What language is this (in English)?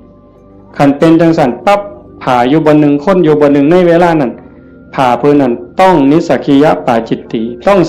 Northeastern Thai